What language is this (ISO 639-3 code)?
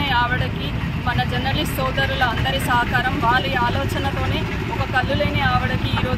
tel